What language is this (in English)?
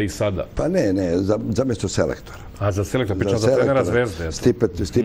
Serbian